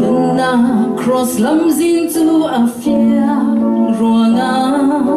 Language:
Falam Chin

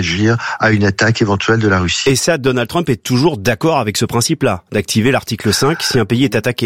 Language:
French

